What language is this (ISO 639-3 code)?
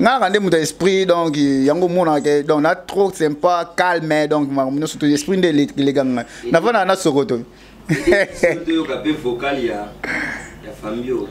lin